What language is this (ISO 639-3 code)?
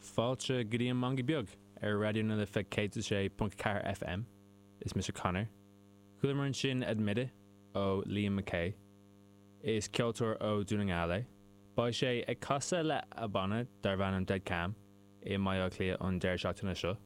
gle